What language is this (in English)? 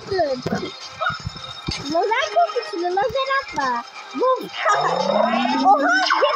Turkish